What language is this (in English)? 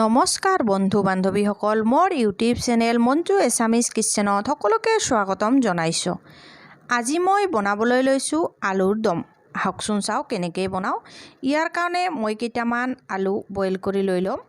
Assamese